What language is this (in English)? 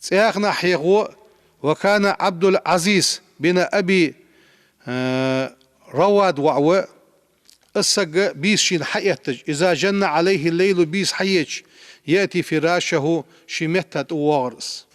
Ingush